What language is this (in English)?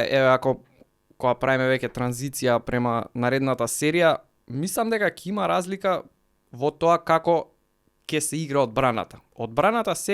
Macedonian